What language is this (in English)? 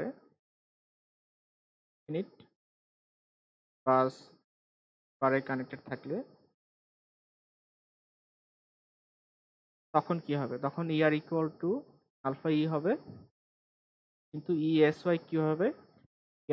Bangla